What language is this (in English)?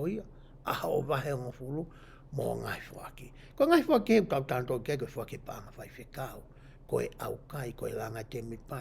Tongan